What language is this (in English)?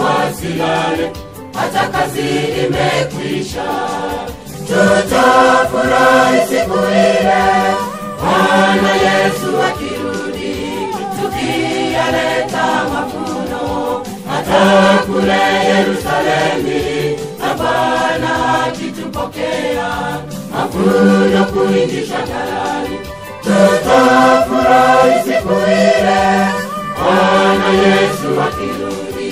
Swahili